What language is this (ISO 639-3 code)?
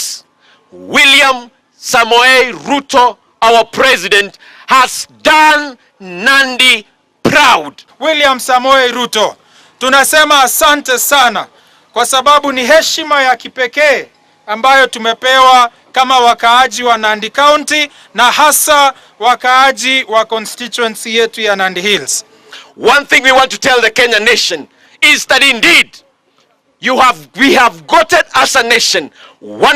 guz